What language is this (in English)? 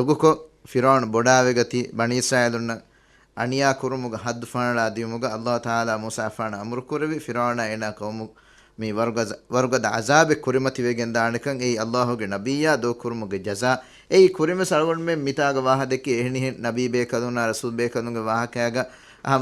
Divehi